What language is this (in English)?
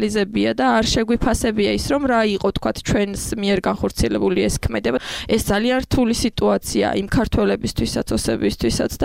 Georgian